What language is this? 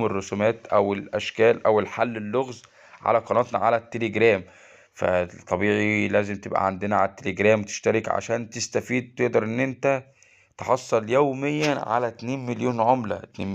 Egyptian Arabic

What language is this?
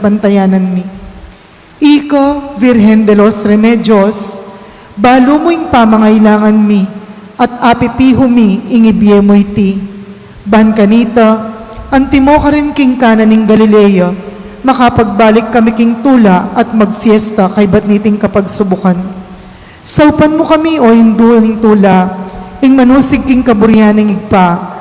Pampanga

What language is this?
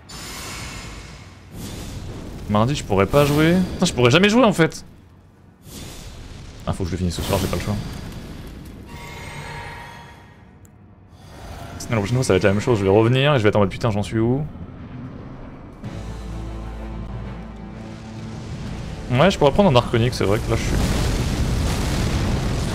French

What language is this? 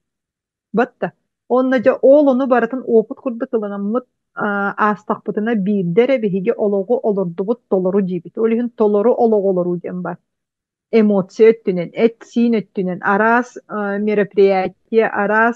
Yakut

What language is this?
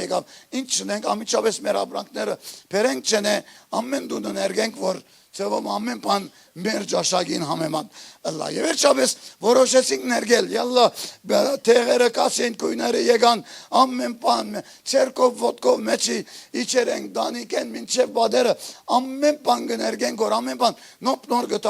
Western Armenian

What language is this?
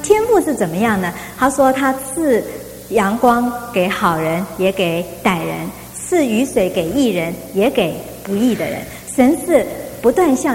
Chinese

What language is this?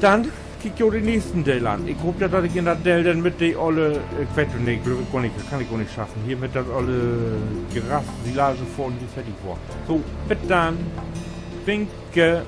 Low German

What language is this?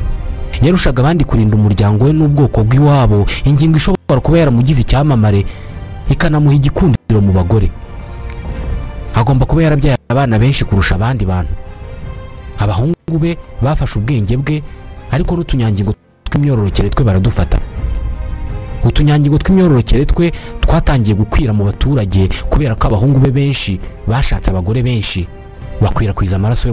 Kinyarwanda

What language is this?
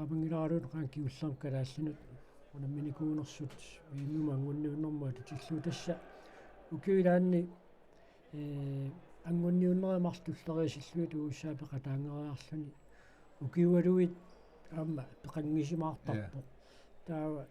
Kalaallisut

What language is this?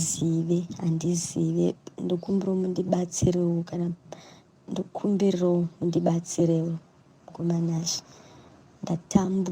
Shona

